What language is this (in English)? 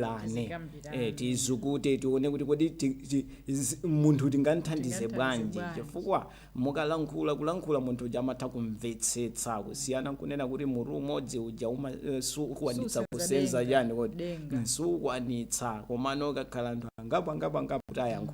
Nyanja